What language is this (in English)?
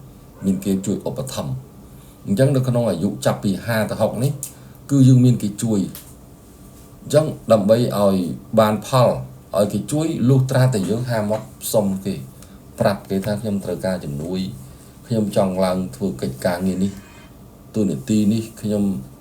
Khmer